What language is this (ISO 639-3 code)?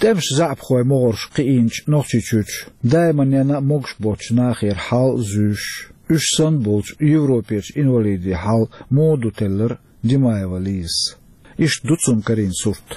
che